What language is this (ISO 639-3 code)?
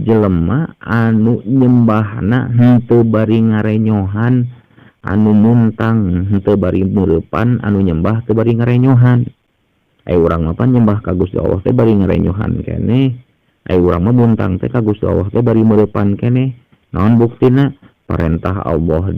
sun